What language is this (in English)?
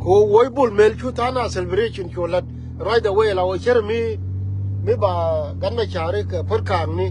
Nuer